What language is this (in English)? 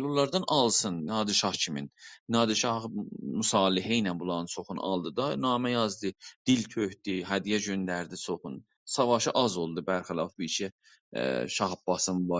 South Azerbaijani